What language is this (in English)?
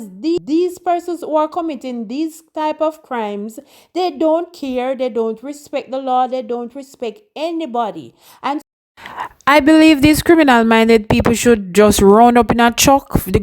Jamaican Creole English